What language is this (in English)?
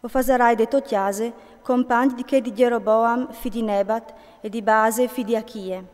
Friulian